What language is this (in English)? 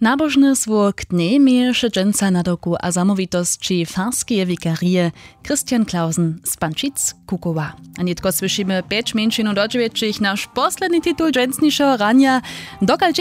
Upper Sorbian